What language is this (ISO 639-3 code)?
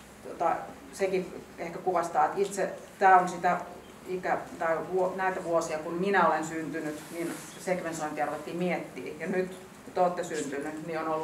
fin